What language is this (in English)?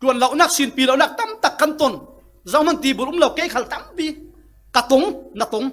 Falam Chin